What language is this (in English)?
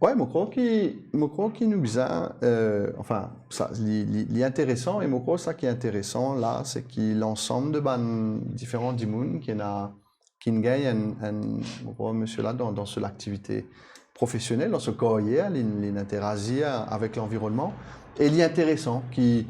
Morisyen